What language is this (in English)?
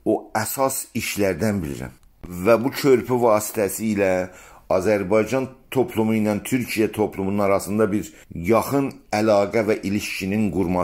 South Azerbaijani